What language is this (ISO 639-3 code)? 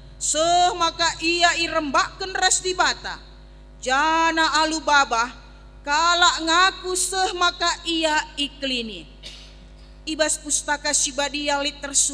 btx